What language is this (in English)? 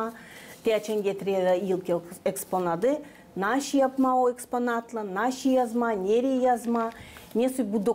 Gagauz